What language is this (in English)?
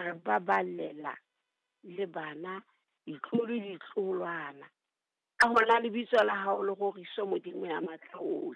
Southern Sotho